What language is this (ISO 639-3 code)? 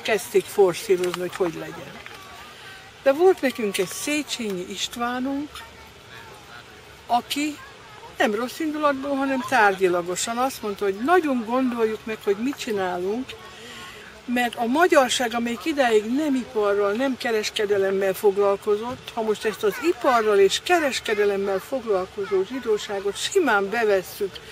hun